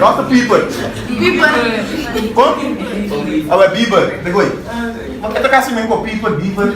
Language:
Papiamento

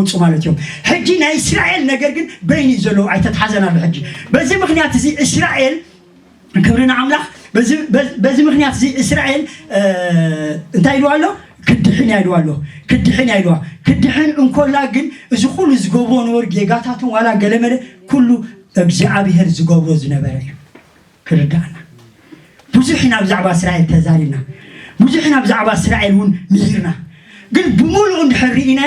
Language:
Tigrinya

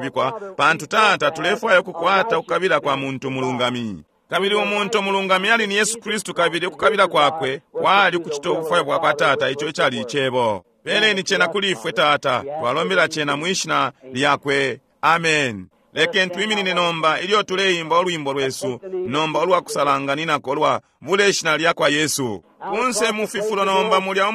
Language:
Bemba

